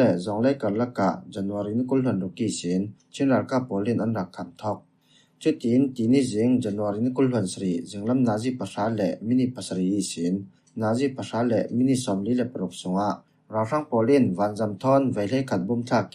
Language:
Falam Chin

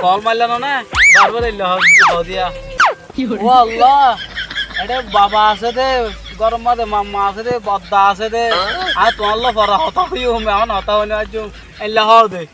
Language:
Rohingya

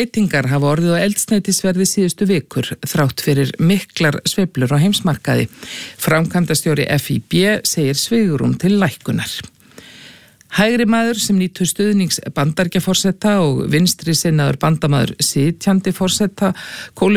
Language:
Icelandic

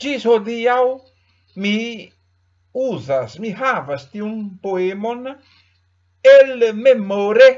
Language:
Esperanto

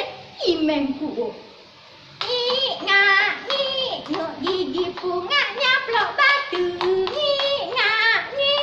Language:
Balinese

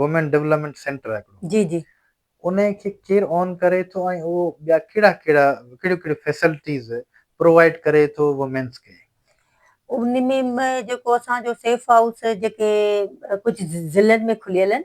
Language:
Sindhi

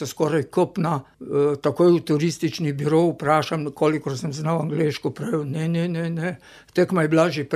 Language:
Slovenian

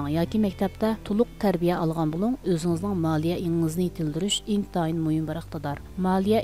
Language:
Uyghur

